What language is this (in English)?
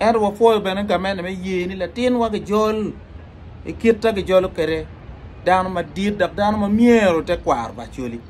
Acoli